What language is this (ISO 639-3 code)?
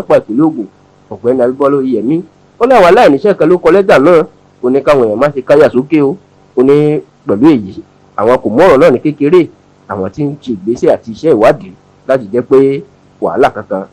yor